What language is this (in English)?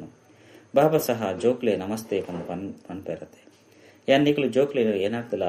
Tulu